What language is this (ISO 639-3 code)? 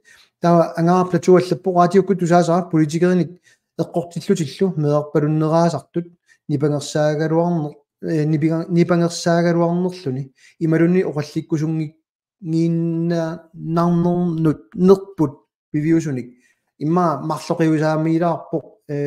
kal